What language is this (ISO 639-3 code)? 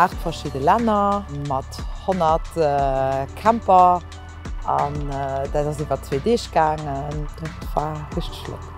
ltz